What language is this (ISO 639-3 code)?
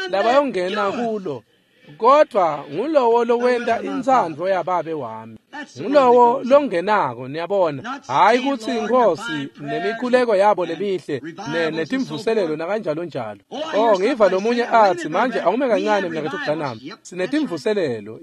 ssw